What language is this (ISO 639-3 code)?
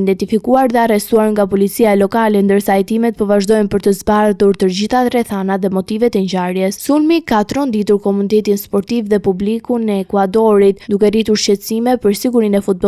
sqi